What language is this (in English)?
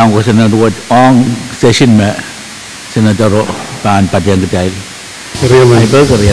Pohnpeian